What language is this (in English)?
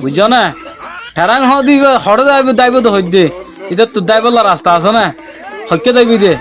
Rohingya